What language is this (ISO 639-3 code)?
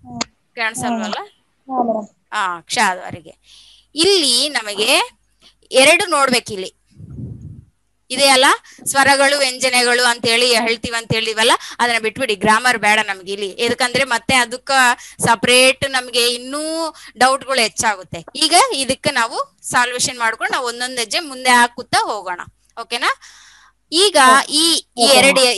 kan